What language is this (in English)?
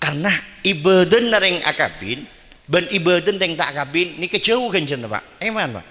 Madurese